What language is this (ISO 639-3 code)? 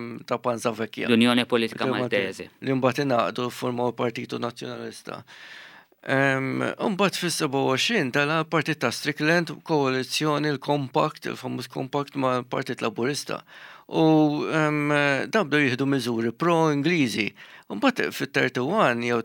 mlt